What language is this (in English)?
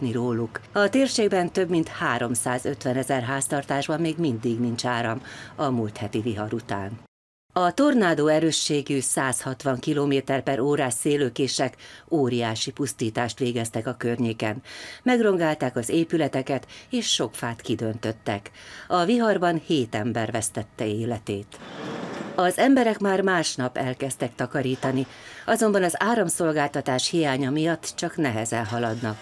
Hungarian